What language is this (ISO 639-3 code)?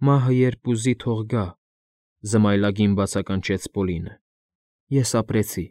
hye